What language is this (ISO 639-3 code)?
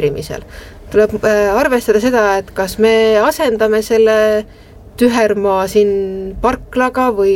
est